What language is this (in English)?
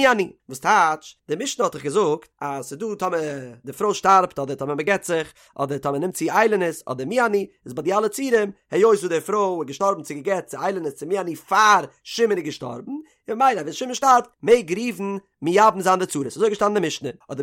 Yiddish